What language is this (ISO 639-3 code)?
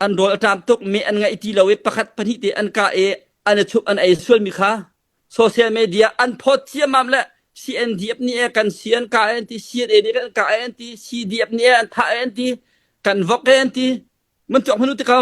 cnh